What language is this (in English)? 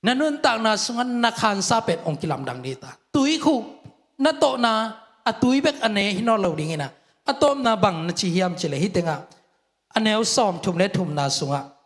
Tedim Chin